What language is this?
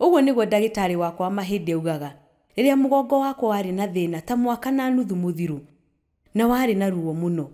Kikuyu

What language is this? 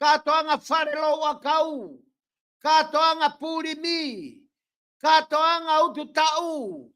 Tongan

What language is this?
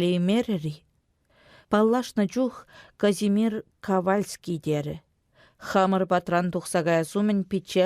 Chuvash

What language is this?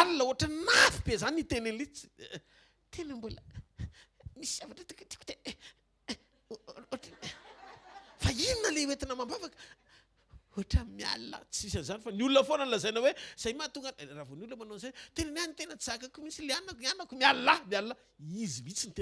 Malagasy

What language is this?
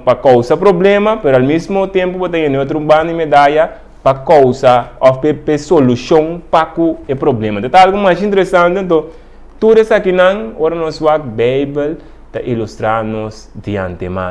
Papiamento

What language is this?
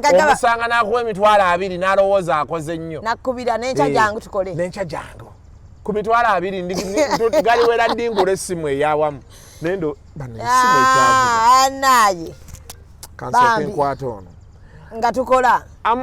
Ganda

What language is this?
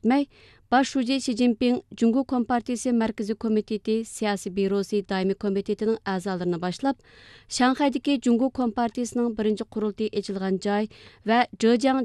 Uyghur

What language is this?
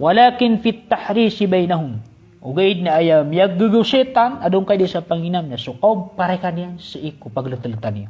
Maranao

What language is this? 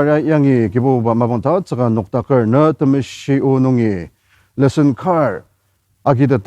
Ao Naga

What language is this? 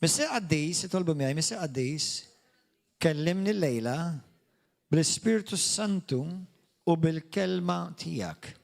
Maltese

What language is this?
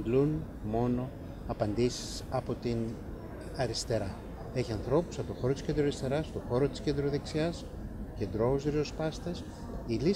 Greek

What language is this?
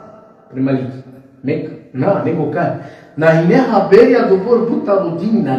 Balkan Romani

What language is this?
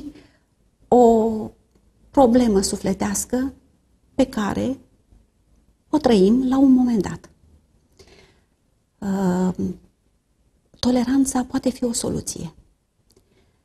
Romanian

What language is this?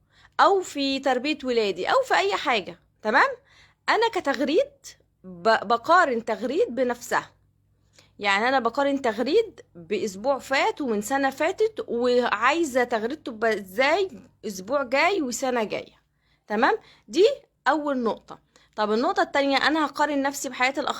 Egyptian Arabic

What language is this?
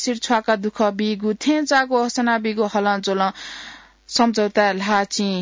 Newari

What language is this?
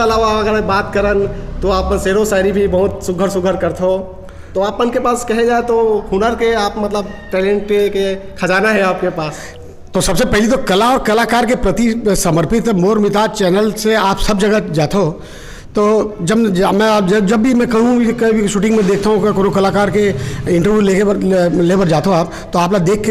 Chhattisgarhi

